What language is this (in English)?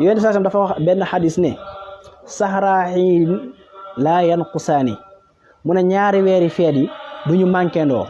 Wolof